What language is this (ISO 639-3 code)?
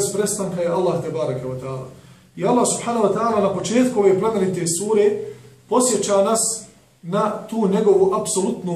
bos